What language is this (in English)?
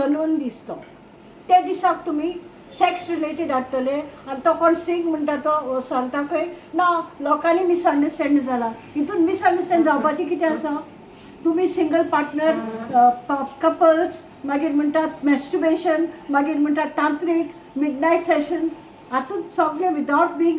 Konkani